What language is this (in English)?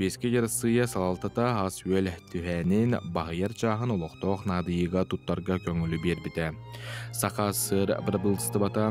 Yakut